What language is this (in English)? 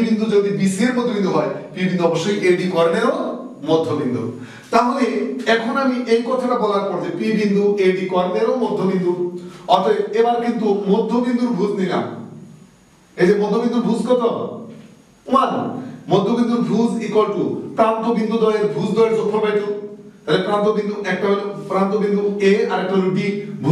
Bangla